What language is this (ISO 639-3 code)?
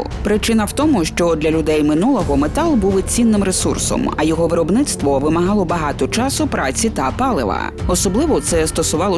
ukr